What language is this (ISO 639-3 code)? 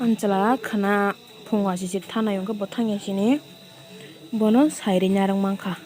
trp